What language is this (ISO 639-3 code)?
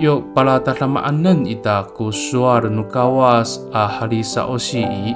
ami